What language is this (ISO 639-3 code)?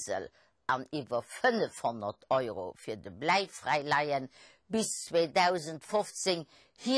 ltz